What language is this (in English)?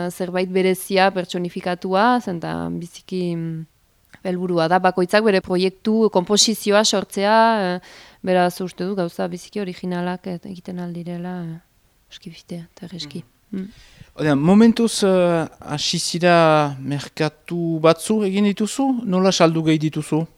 Basque